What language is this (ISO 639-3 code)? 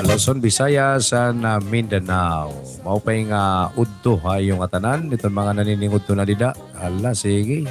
war